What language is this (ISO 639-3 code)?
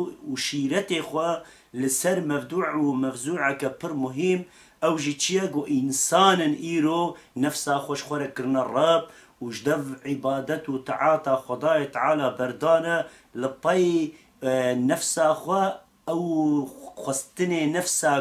kur